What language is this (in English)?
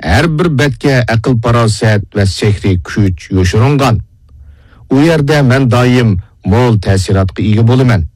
Uyghur